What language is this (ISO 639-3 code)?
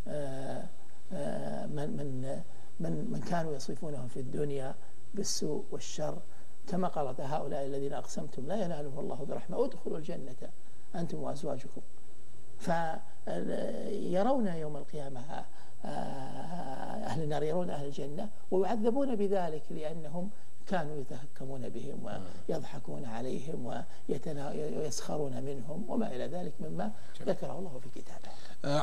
ara